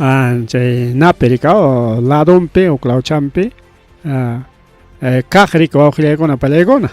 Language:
Ayacucho Quechua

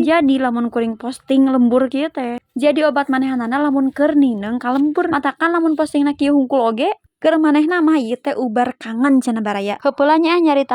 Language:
Sundanese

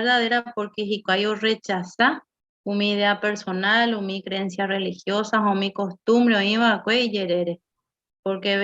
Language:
Guarani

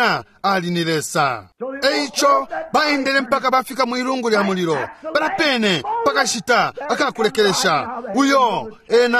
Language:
Bemba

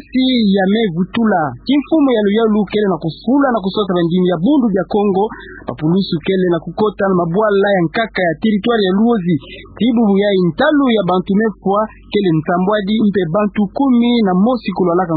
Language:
Kituba (Democratic Republic of Congo)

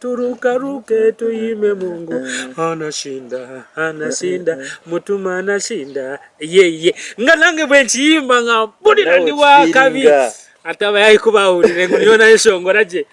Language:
Nyankole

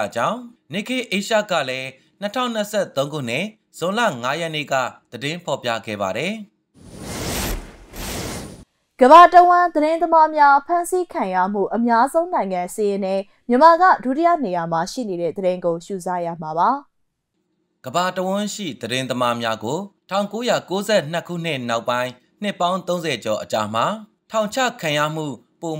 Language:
Burmese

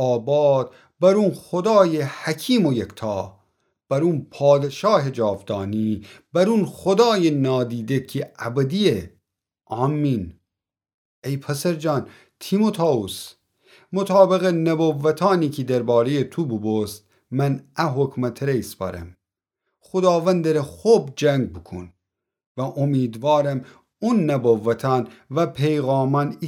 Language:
Gilaki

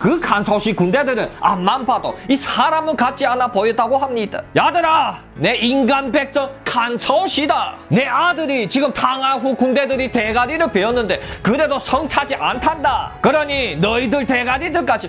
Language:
Korean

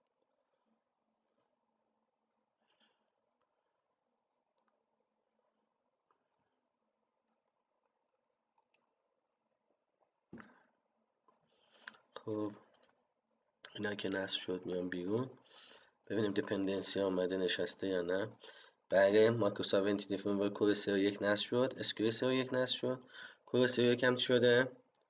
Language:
Persian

